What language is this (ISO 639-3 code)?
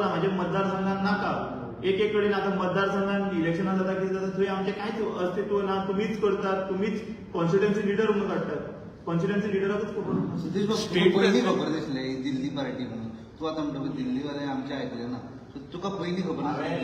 kok